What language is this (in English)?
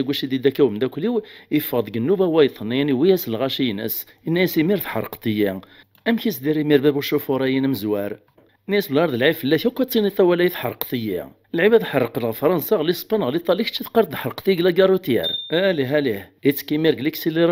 Kabyle